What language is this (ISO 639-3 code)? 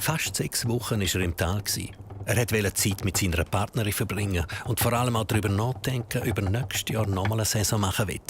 gsw